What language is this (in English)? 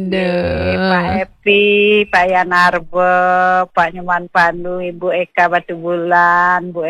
Balinese